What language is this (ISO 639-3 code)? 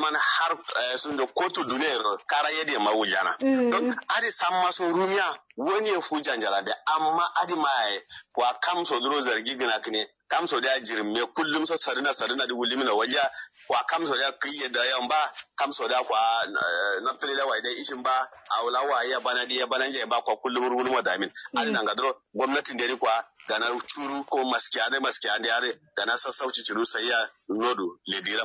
kau